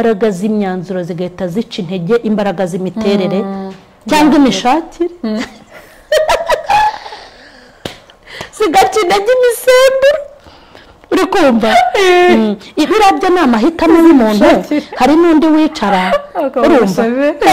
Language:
Kinyarwanda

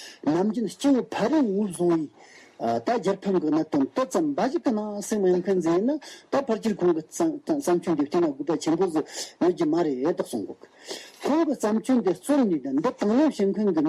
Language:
Amdo Tibetan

